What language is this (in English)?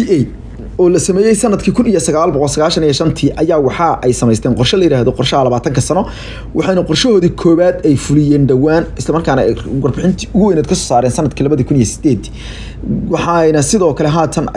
Somali